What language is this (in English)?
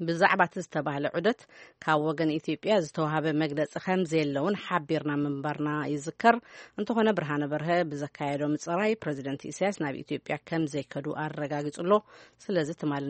Tigrinya